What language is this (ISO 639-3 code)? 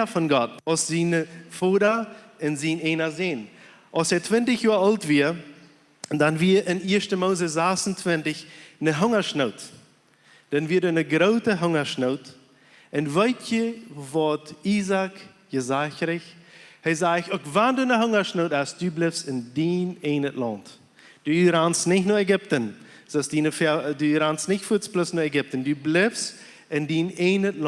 pdt